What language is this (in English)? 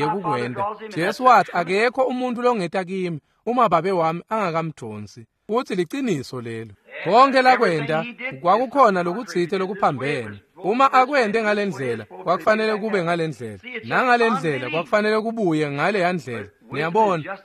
Swati